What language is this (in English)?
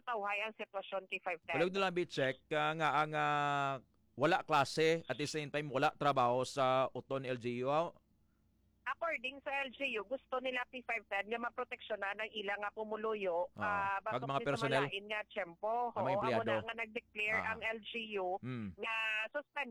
Hiligaynon